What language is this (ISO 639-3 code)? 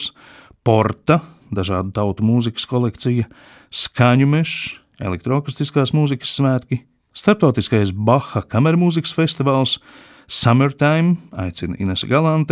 lav